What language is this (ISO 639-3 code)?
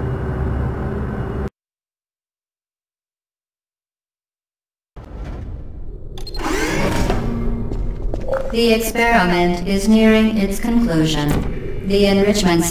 eng